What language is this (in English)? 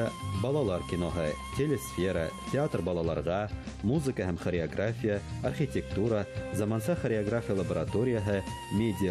Bashkir